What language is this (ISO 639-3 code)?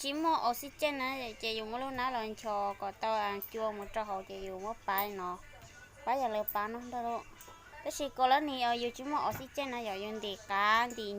hmn